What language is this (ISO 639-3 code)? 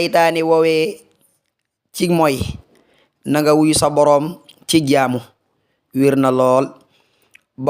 wol